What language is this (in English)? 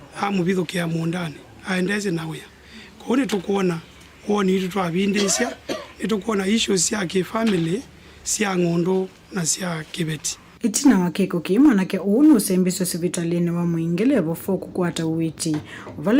Kamba